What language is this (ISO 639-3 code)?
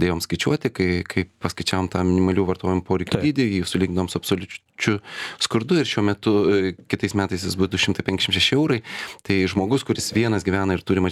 lit